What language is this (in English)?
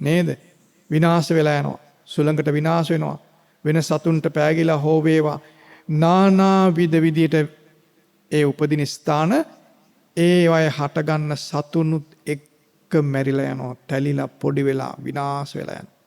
Sinhala